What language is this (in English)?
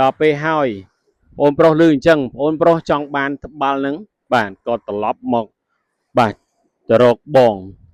Khmer